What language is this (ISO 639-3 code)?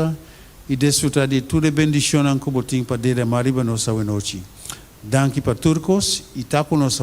pap